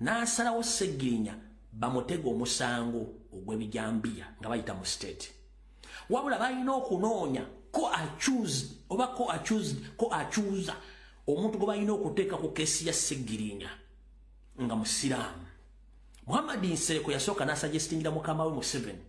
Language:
Ganda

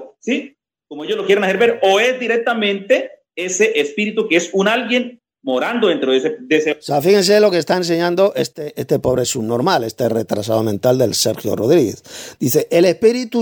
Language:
Spanish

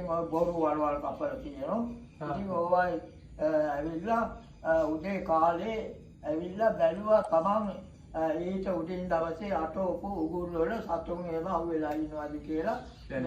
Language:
Sinhala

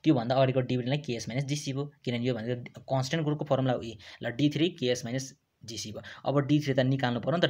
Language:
Nepali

